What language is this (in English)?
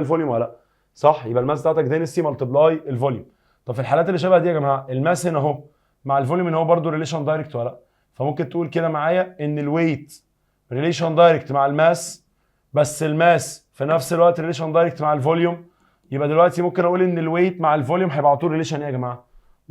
Egyptian Arabic